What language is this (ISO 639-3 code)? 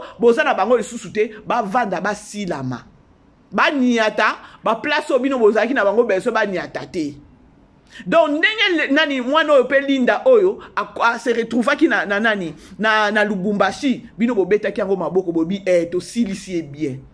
lin